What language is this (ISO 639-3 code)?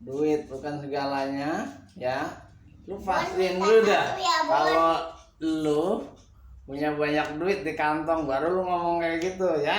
bew